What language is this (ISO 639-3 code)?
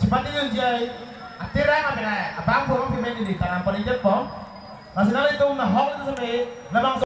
mjw